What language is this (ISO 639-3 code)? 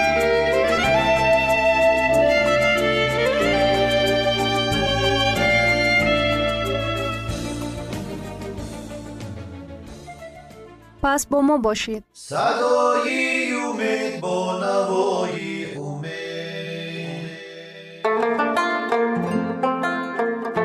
fas